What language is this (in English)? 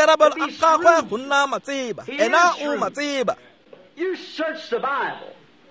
Tswana